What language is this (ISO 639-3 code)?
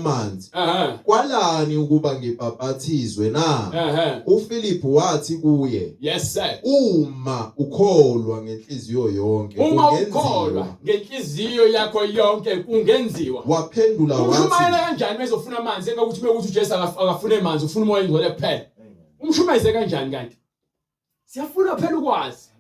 zul